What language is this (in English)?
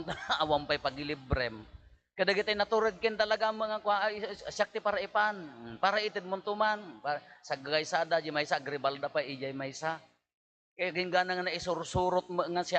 Iloko